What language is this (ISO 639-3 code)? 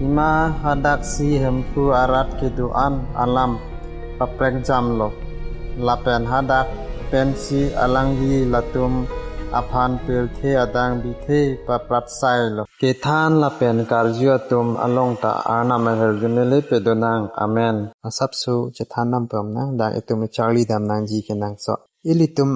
mjw